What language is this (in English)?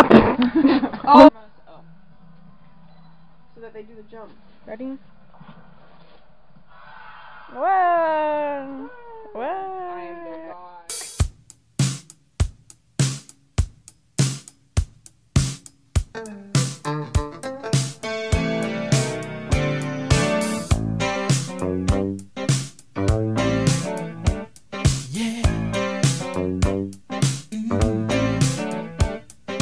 English